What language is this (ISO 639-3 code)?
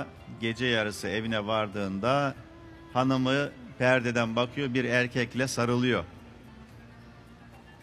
tur